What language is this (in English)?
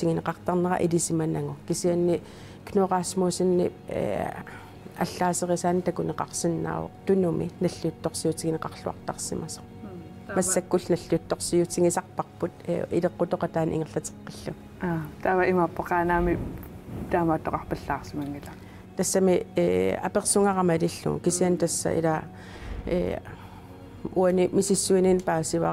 Kalaallisut